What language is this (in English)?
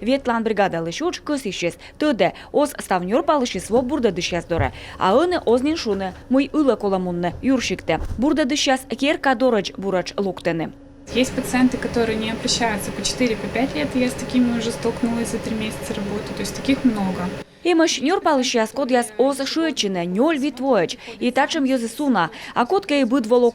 Komi